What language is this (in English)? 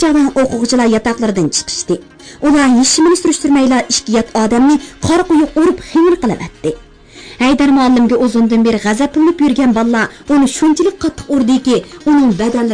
Uyghur